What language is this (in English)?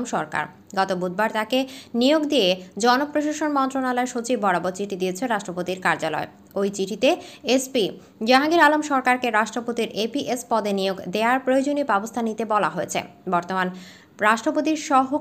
Bangla